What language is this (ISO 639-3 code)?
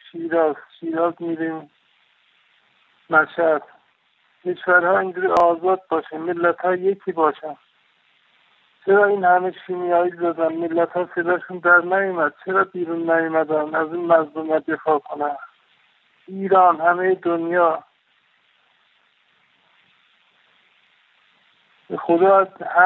fas